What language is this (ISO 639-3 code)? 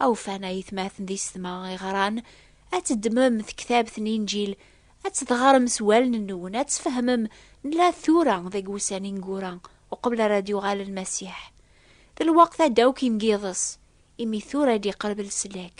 kab